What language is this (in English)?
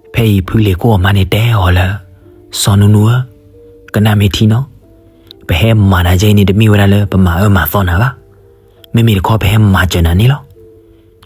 S'gaw Karen